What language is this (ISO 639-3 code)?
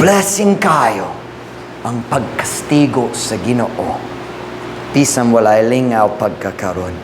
ceb